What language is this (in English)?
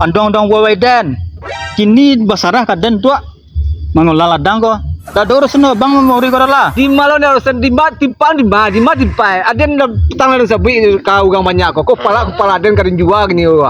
Minangkabau